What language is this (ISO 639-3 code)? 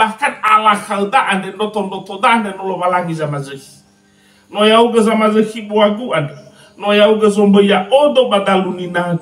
nia